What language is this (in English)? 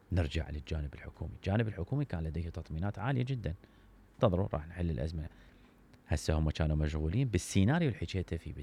Mesopotamian Arabic